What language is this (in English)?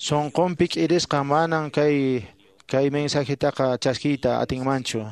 Quechua